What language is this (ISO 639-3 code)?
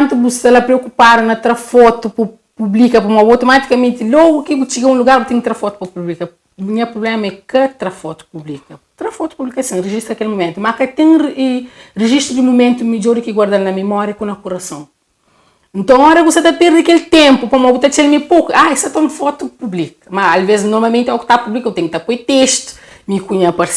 kea